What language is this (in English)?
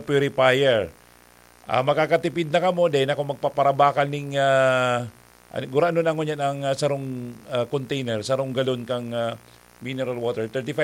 Bikol